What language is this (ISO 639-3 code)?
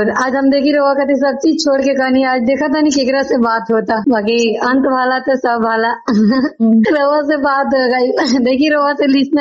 bho